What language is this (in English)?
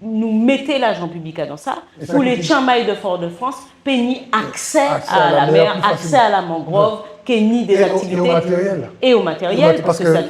Guadeloupean Creole French